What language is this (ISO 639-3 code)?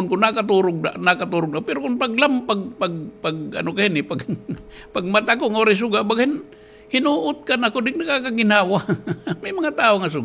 war